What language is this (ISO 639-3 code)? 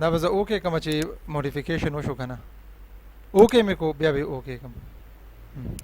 pus